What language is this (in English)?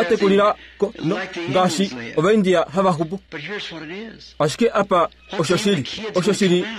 Kuanyama